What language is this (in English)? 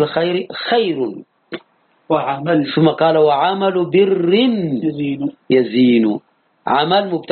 Arabic